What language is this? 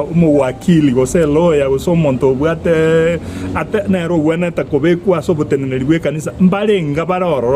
Gusii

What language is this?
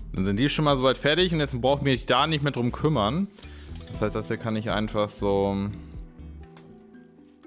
German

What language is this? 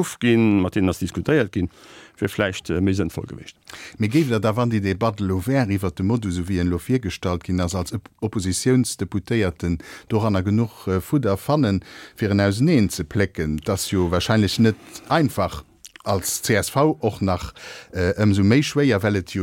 Luxembourgish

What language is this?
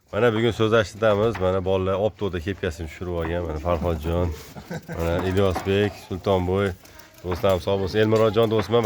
Uzbek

